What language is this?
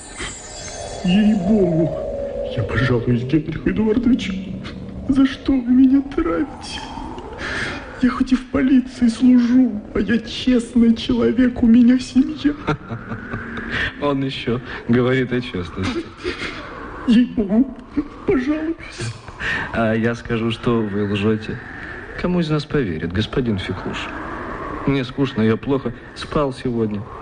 Russian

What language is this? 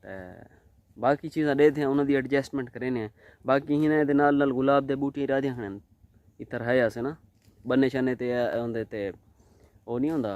Saraiki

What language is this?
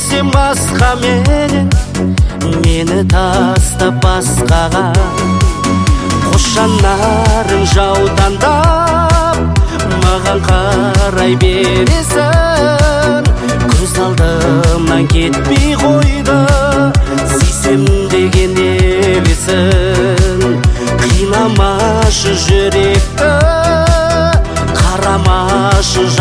Kazakh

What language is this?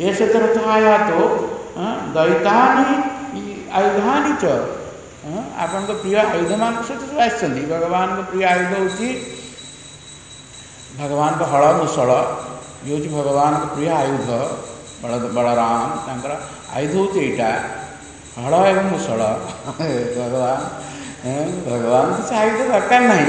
Odia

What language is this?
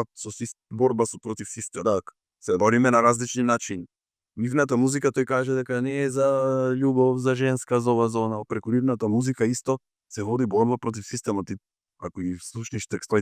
Macedonian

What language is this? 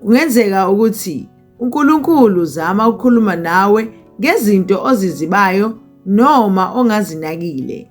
Zulu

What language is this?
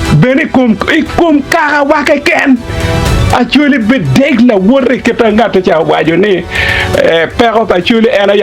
Acoli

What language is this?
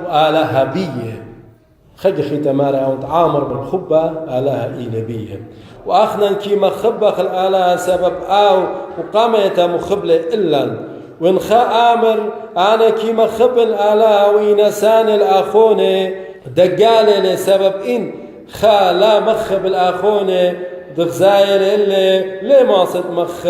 Assyrian Neo-Aramaic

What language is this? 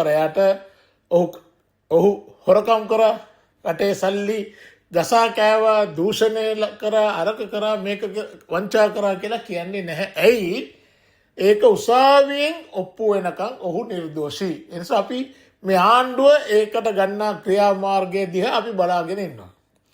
Sinhala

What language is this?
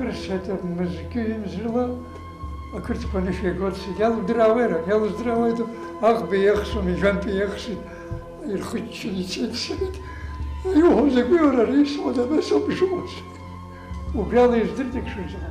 Abkhazian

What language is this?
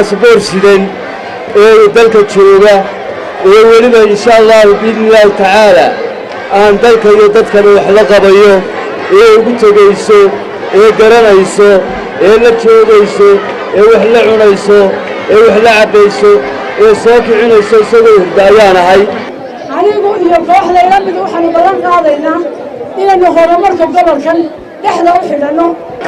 Somali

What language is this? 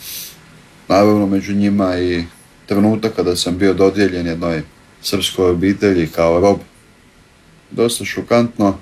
Croatian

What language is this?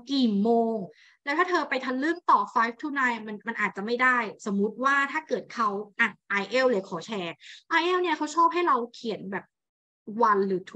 Thai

